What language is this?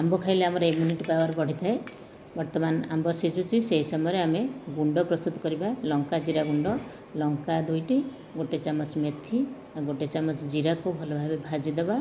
Odia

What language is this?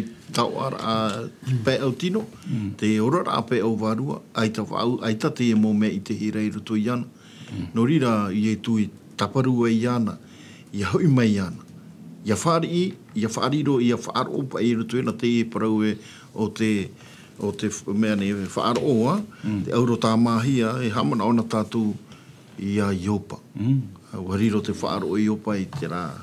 Tahitian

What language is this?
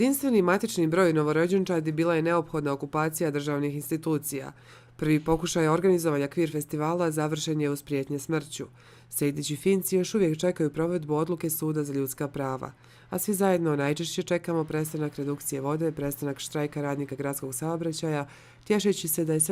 Bosnian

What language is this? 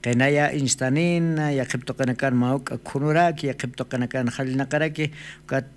Aymara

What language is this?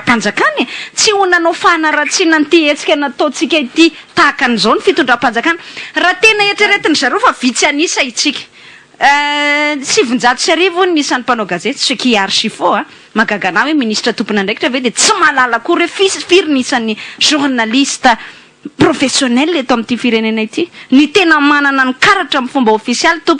Malagasy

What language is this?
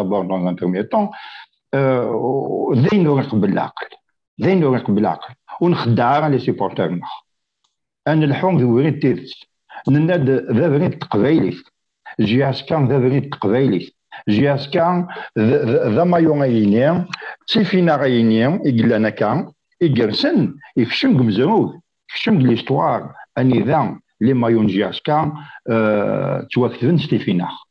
Kabyle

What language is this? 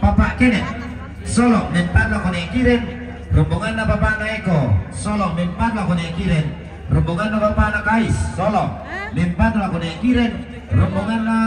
Toraja-Sa'dan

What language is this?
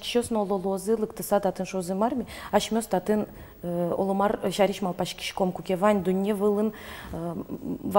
Udmurt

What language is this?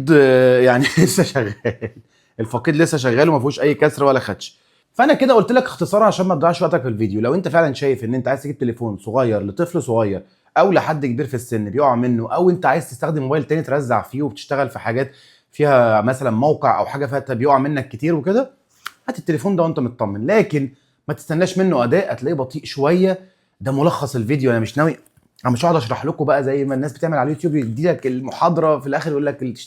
Egyptian Arabic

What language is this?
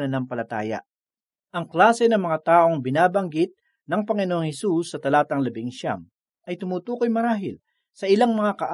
Filipino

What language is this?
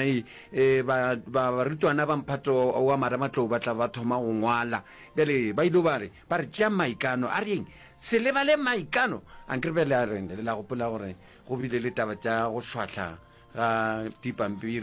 Northern Sotho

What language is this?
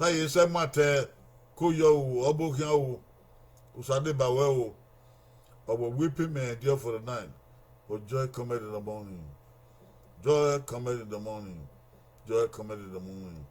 Bini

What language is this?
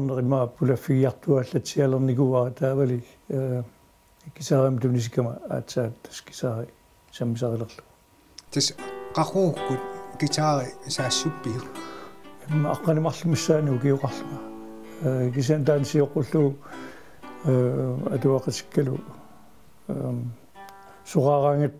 Kalaallisut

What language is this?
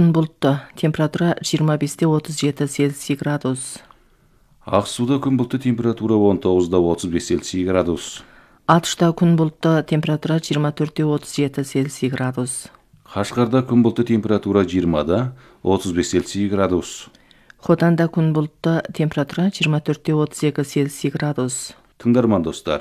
Kazakh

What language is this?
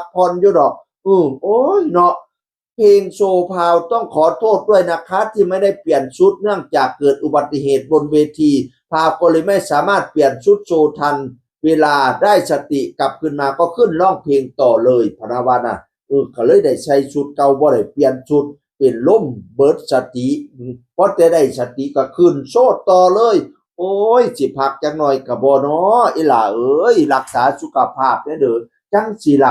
Northeastern Thai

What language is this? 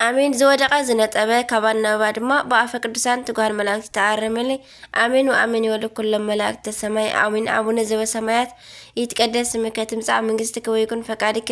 Tigrinya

